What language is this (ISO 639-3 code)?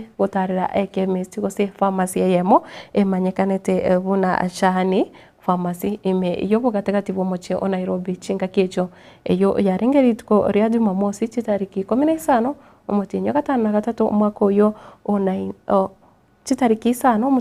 guz